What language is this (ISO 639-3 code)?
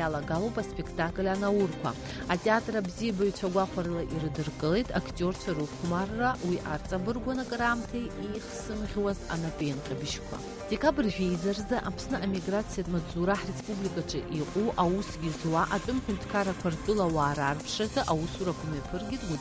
abk